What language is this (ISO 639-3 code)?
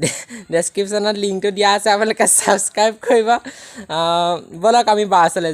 asm